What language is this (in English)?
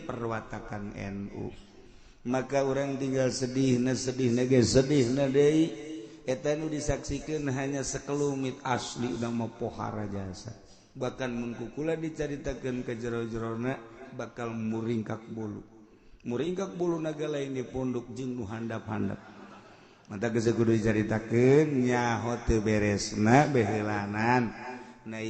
Sundanese